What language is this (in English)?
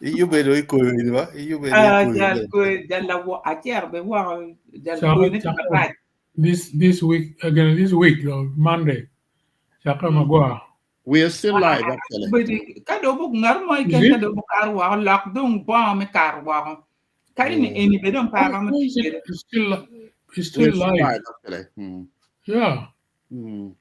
Acoli